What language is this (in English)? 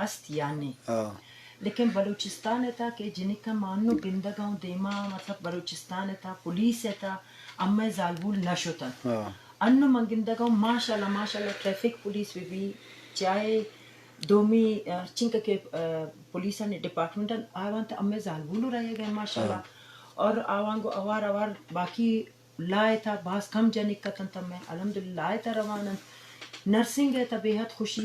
Eastern Balochi